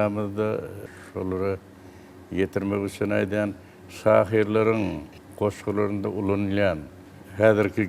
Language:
Turkmen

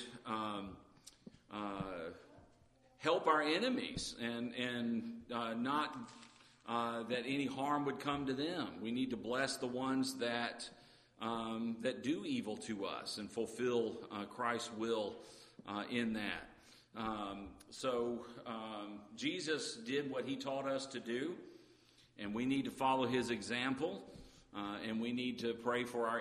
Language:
English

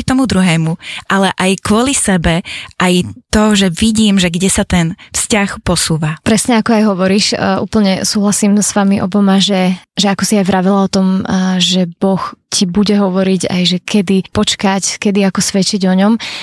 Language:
Slovak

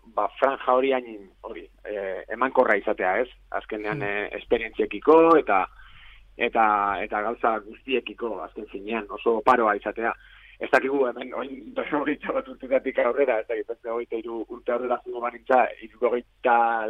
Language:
Basque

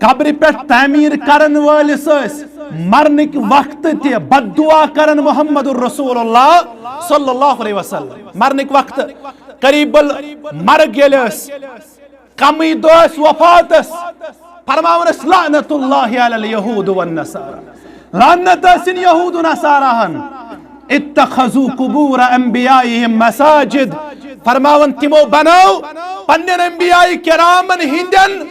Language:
Kashmiri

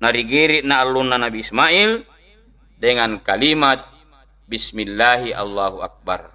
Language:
Buginese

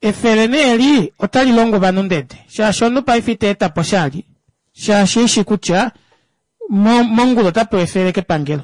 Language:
Kuanyama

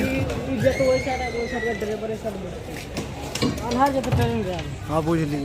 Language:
Maithili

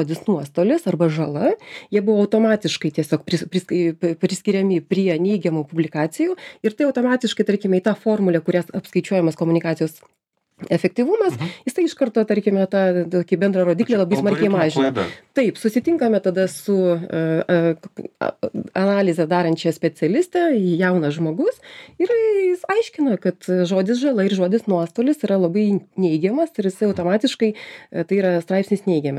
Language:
Lithuanian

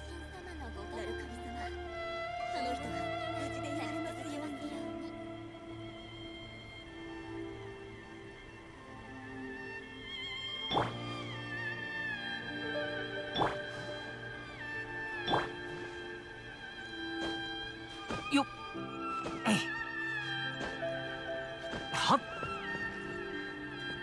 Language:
Japanese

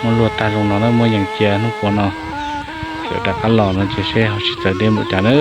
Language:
Hmong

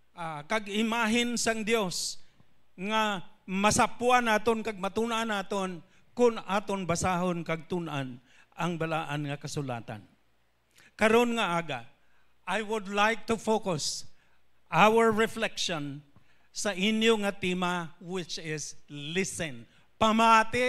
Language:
Hiligaynon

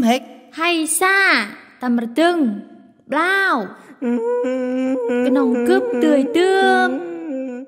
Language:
Central Mnong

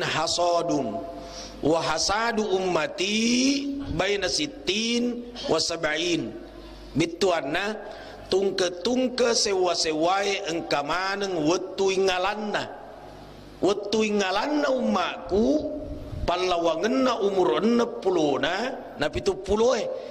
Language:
Buginese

